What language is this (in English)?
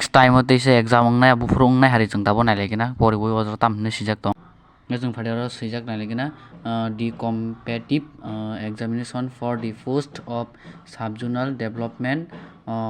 Kok Borok